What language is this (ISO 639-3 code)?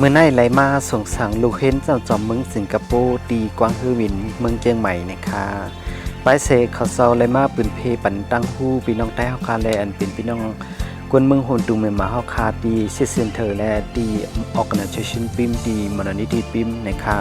shn